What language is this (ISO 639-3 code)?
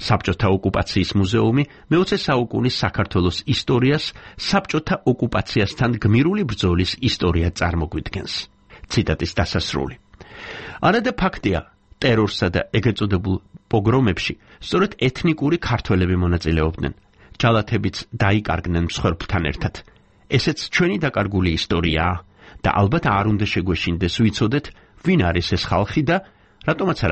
kat